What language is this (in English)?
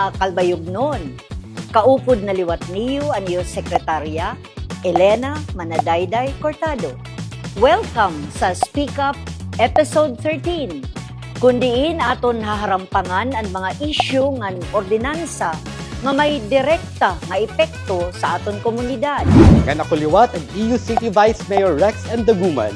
Waray